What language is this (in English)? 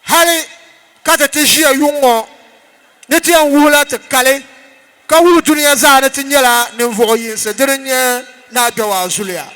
Dagbani